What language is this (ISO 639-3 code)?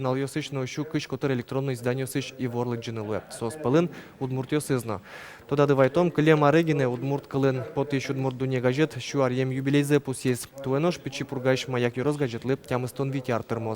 udm